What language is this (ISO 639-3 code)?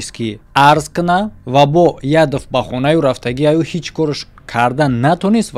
tgk